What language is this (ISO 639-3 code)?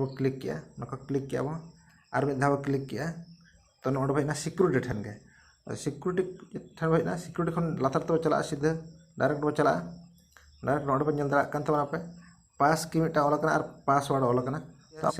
sat